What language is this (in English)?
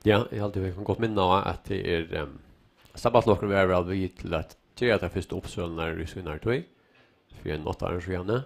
Faroese